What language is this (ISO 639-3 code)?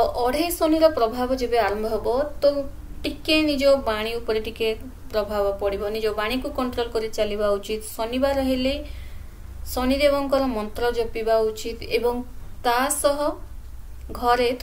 ori